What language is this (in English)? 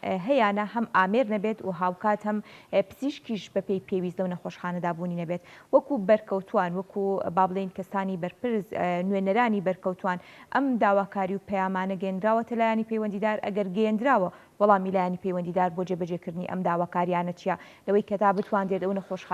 Central Kurdish